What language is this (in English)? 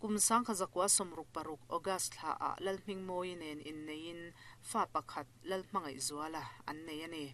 Mizo